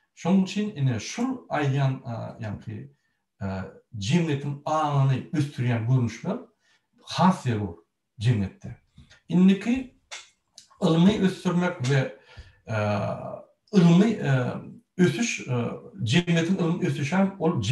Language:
Turkmen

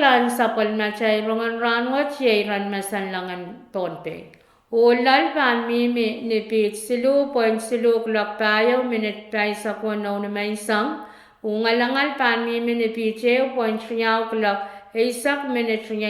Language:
Pohnpeian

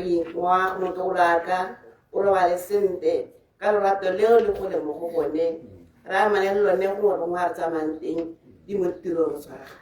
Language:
Tswana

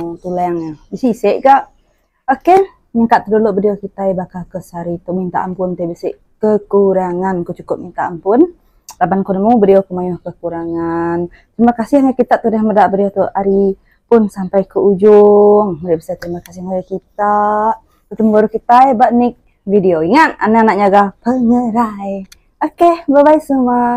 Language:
Iban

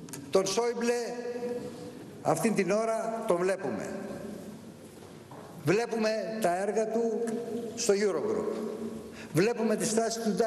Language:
Greek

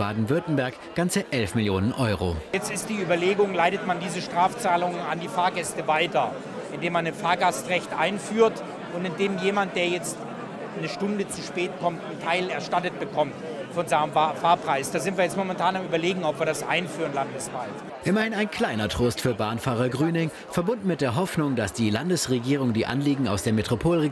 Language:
German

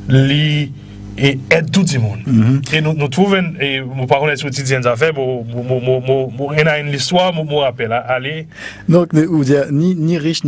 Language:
Morisyen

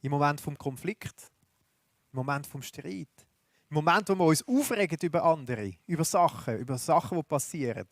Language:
Swiss German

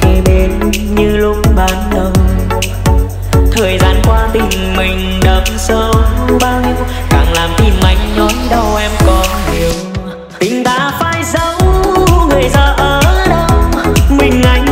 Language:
Vietnamese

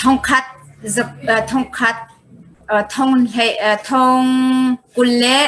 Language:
Hakha Chin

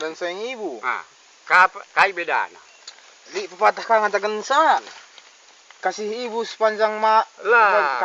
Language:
Batak Karo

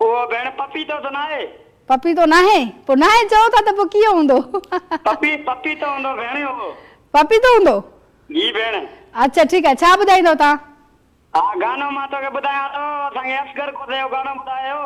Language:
Sindhi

